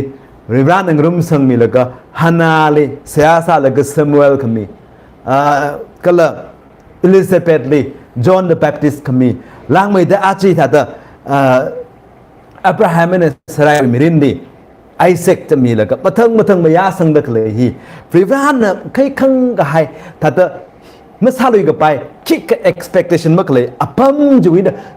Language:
Tangkhul Naga (India)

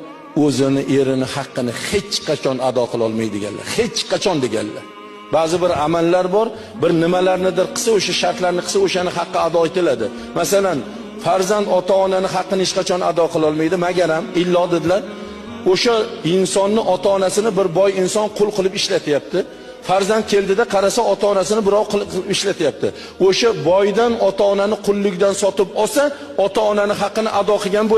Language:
Uzbek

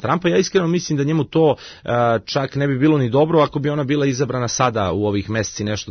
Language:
Serbian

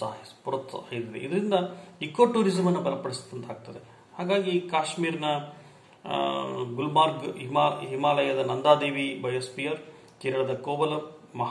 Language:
Kannada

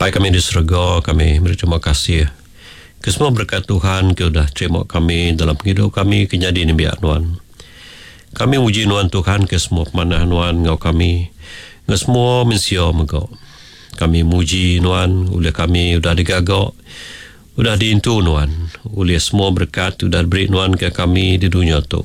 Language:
Iban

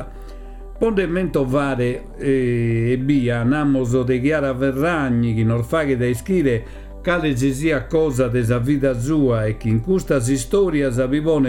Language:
Sardinian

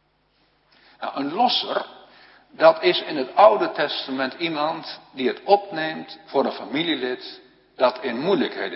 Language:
Dutch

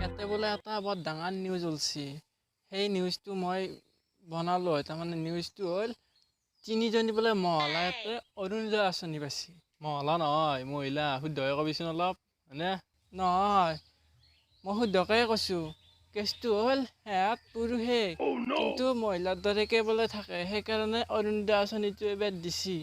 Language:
Assamese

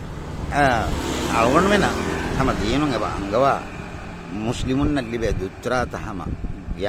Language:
Divehi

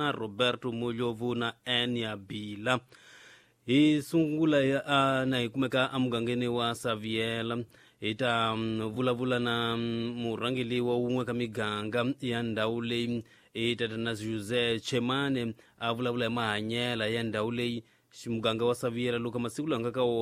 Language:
Tsonga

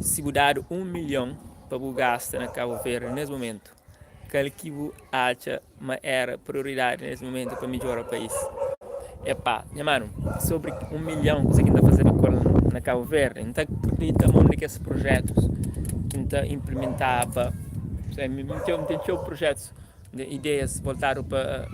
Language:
Kabuverdianu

